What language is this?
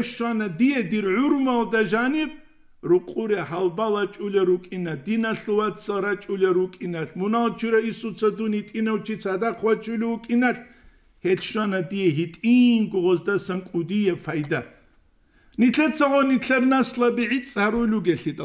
Avaric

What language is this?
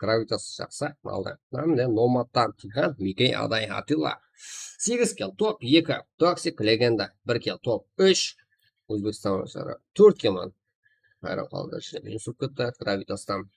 Kara-Kalpak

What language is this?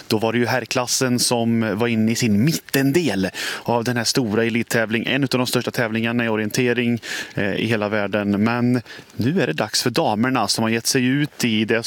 Swedish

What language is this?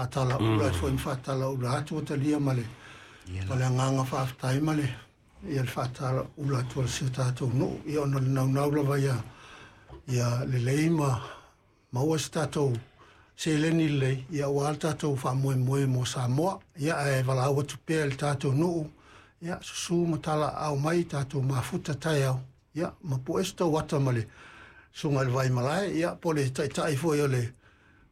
Samoan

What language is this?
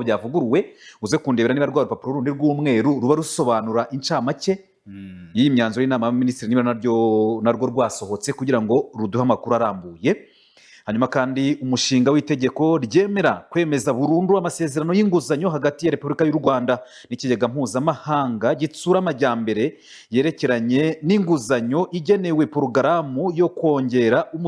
Kinyarwanda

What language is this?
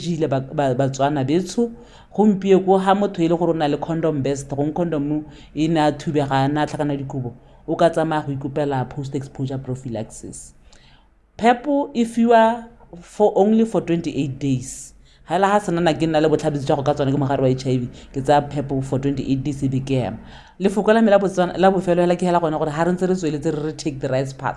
Tswana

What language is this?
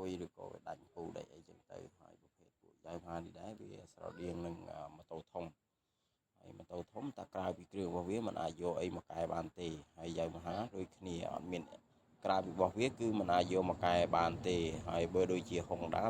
Khmer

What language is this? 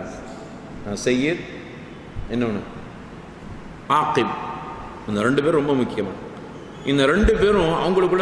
Tamil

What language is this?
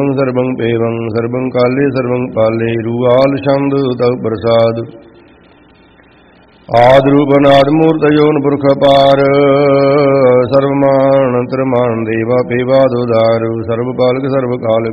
Punjabi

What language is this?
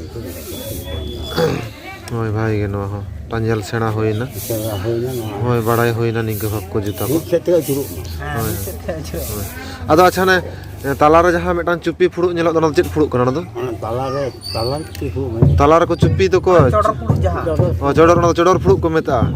Santali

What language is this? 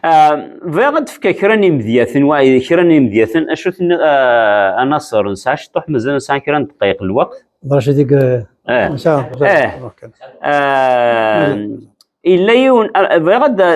Kabyle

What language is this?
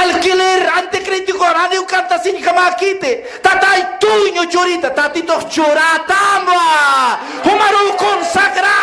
Aymara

